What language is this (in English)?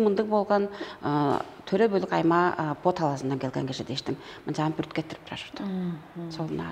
Tuvinian